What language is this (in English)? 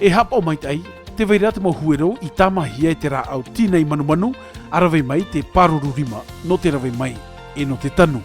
Tahitian